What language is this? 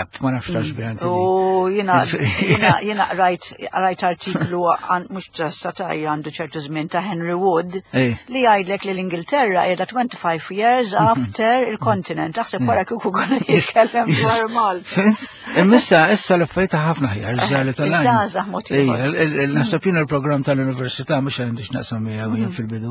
Maltese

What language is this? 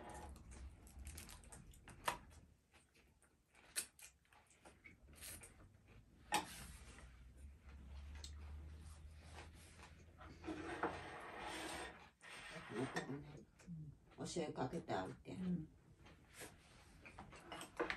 Japanese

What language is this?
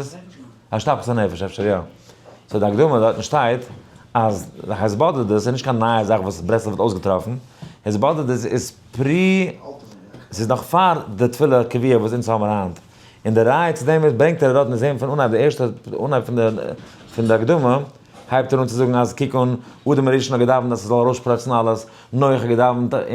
Yiddish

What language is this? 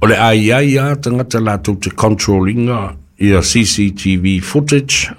Samoan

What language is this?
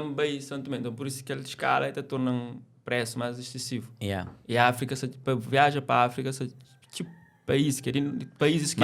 Kabuverdianu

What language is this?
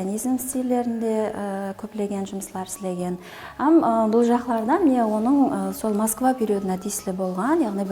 Kara-Kalpak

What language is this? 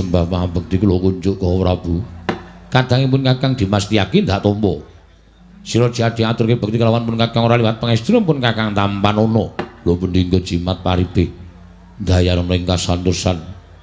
Javanese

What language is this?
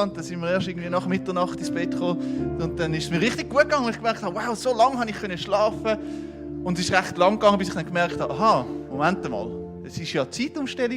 Swiss German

